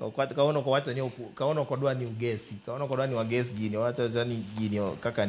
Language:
Luo (Kenya and Tanzania)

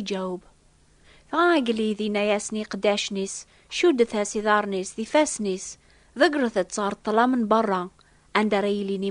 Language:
Kabyle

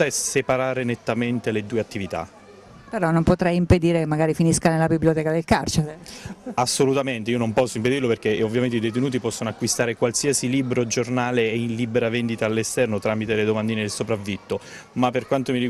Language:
Italian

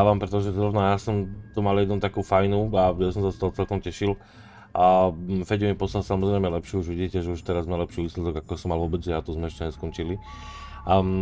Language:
Slovak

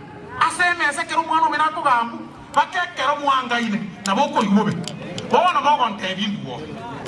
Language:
Gusii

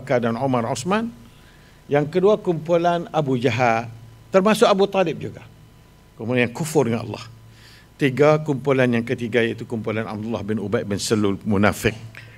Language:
Malay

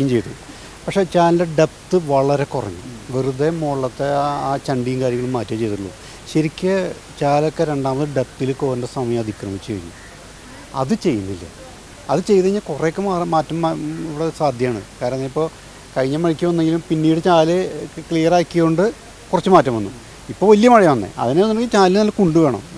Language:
Malayalam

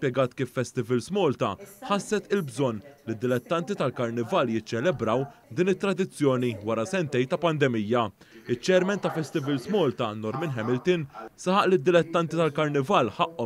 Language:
Maltese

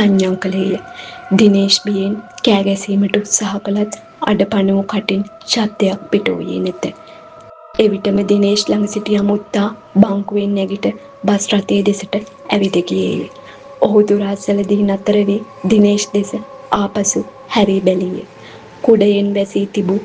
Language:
Sinhala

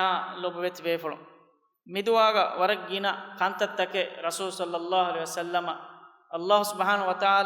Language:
Divehi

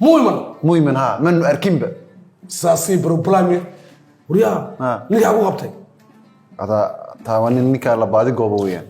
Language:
Somali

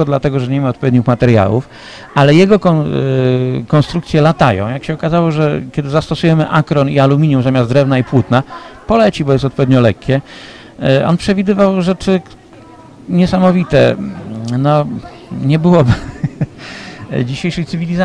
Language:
Polish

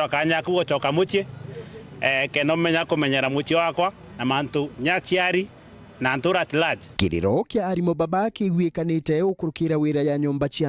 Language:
Meru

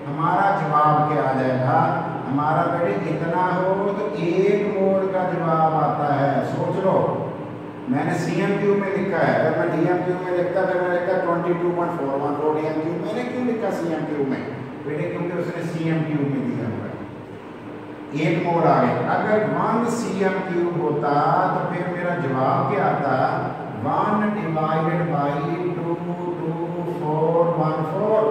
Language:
Hindi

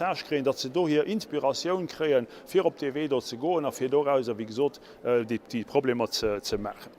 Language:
Luxembourgish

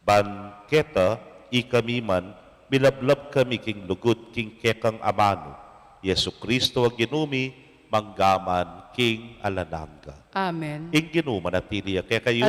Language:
Pampanga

